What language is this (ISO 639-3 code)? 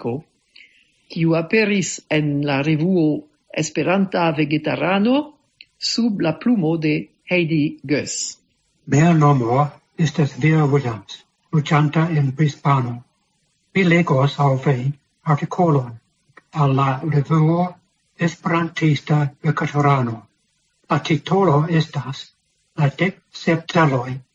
epo